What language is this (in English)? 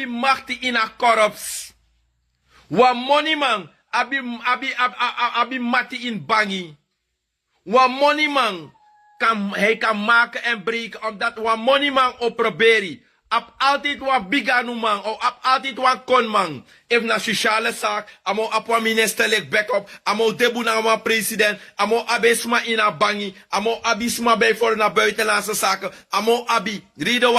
Sranan Tongo